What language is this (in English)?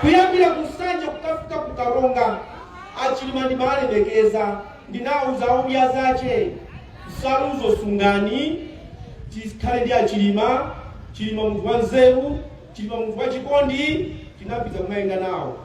Nyanja